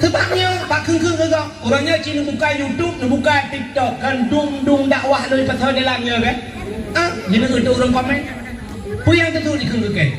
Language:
Achinese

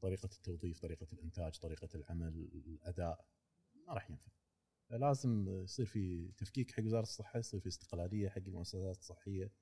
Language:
Gulf Arabic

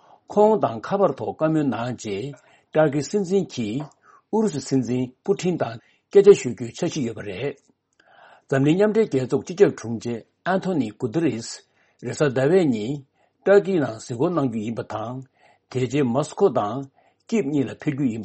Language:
Tibetan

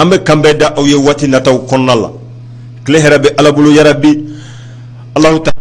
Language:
Bambara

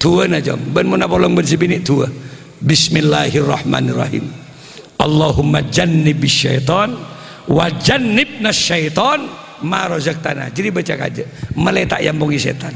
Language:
Madurese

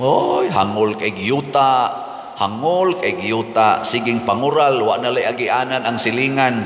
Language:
Cebuano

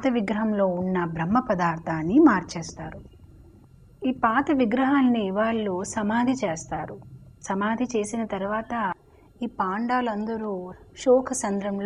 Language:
Telugu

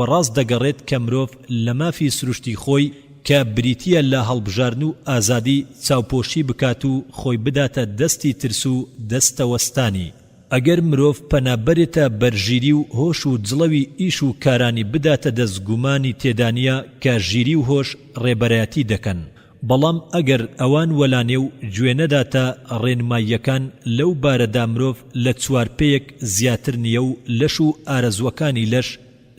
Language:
Central Kurdish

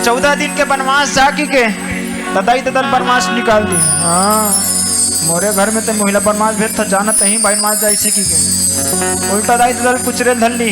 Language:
Chhattisgarhi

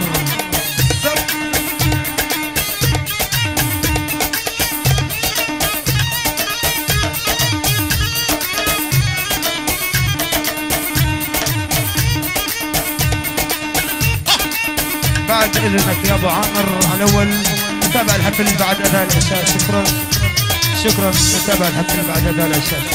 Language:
South Levantine Arabic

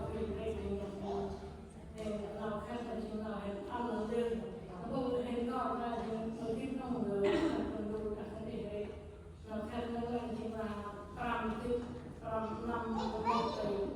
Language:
Central Mnong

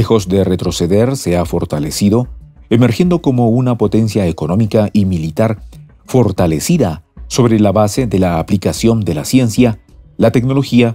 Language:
Spanish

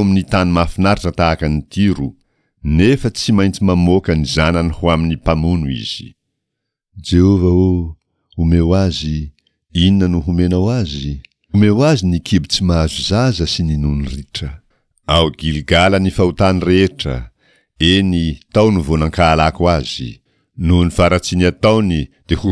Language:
Malagasy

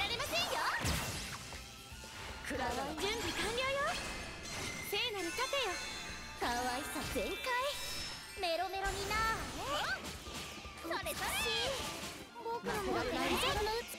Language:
Japanese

